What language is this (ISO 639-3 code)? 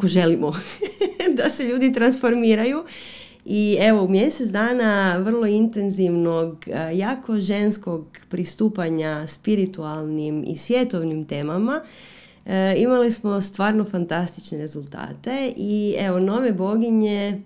hrv